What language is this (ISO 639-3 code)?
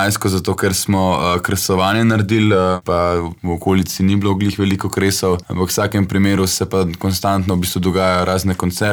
slv